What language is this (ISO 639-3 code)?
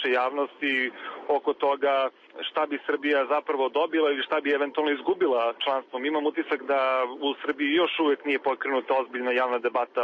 srp